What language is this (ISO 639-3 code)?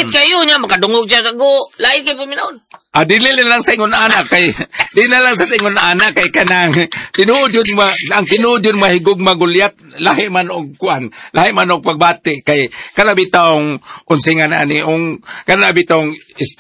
ceb